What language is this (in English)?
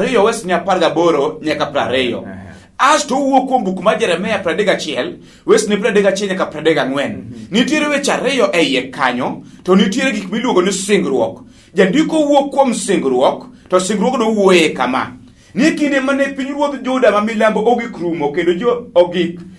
Luo (Kenya and Tanzania)